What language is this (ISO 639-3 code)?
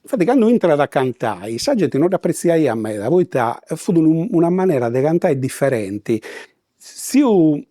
srd